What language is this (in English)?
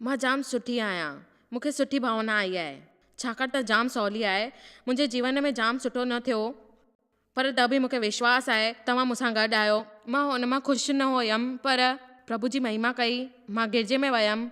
Sindhi